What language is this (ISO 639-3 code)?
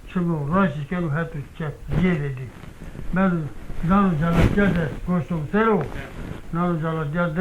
zza